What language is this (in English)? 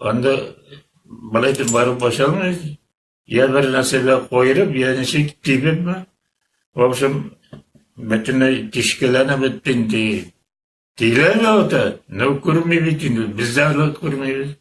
Bashkir